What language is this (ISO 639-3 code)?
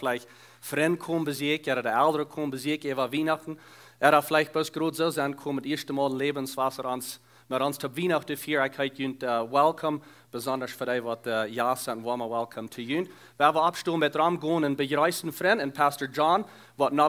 pdt